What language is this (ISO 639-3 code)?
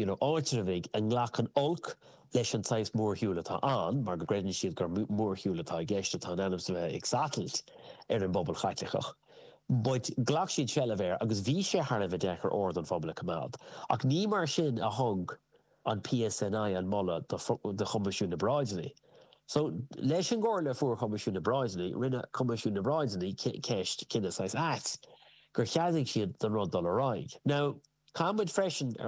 gle